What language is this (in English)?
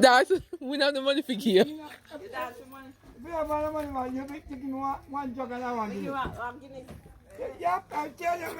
Jamaican Creole English